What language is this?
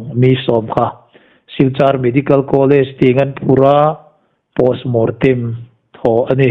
Hmar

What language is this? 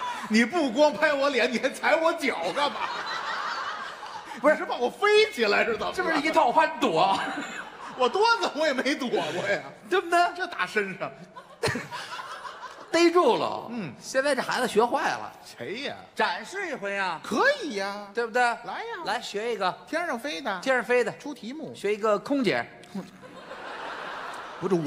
Chinese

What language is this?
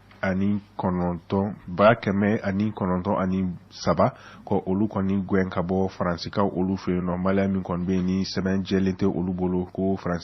Bambara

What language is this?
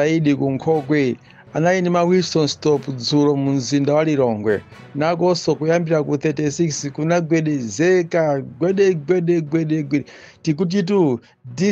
Nyanja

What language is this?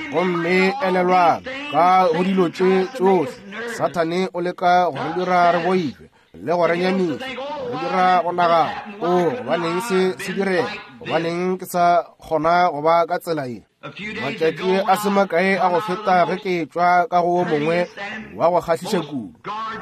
Northern Sotho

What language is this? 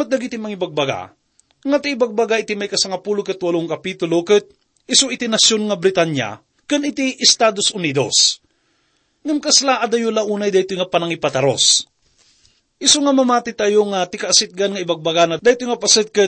Iloko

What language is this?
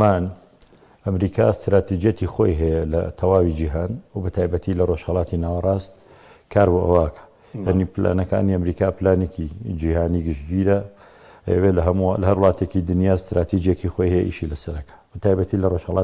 Central Kurdish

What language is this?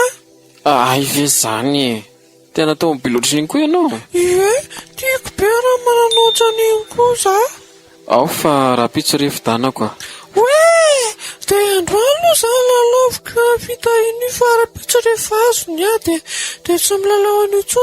Malagasy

